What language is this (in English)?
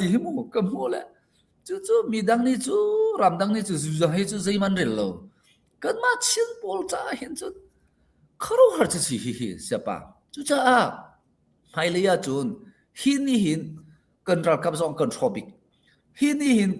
Hakha Chin